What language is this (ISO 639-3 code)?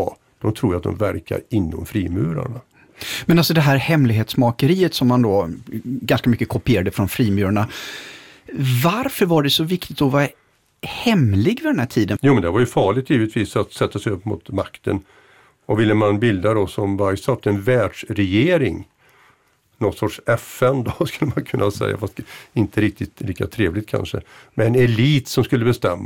swe